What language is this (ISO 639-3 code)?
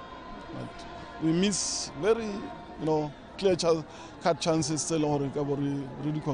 tsn